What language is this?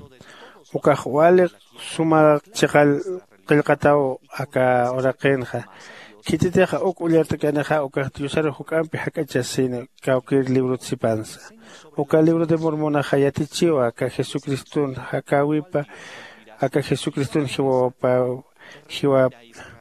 Aymara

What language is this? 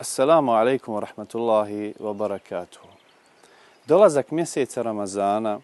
Bosnian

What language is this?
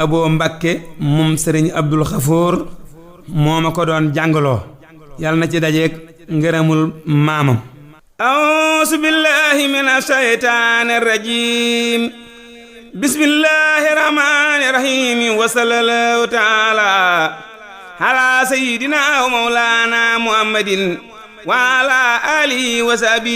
Wolof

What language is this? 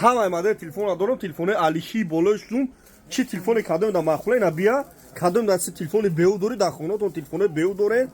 Tajik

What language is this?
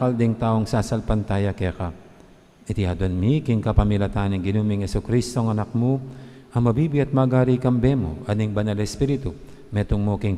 Pampanga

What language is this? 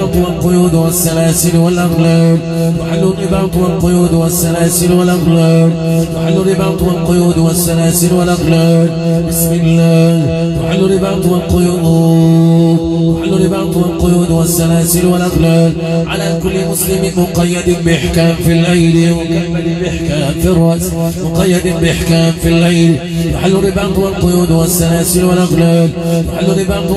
Arabic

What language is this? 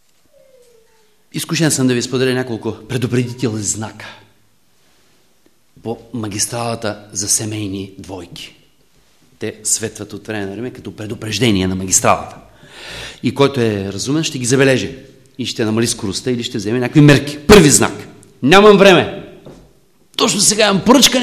Bulgarian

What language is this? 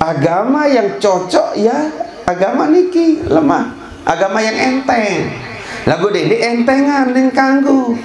Sasak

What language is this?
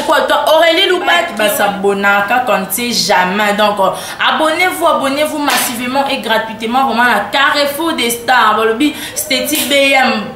Lingala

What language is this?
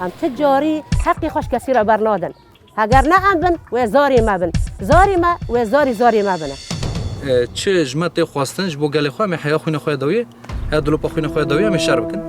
Kurdish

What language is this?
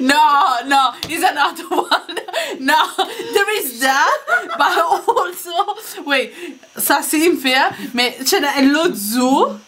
Morisyen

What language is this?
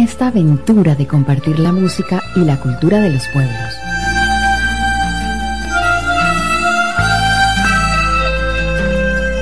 Spanish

